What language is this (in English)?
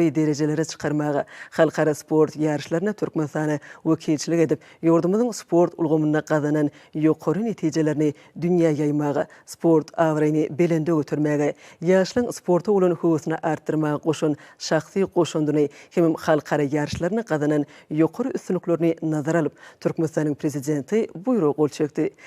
Turkmen